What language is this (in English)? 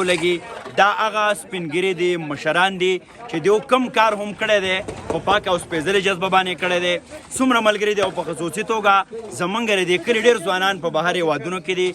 Pashto